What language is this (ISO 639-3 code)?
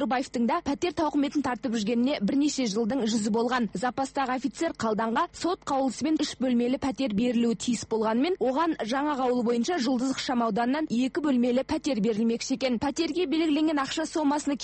kaz